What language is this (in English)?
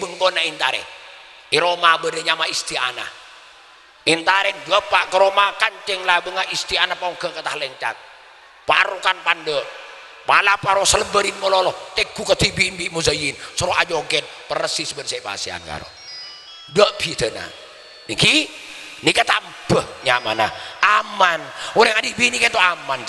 Madurese